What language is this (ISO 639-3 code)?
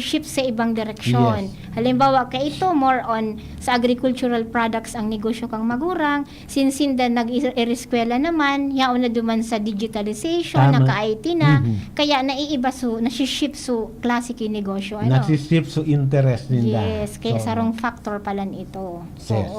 bik